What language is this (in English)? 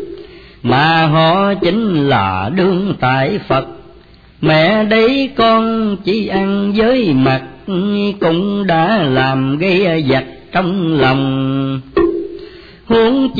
Vietnamese